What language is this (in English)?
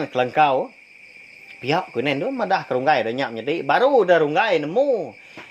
Iban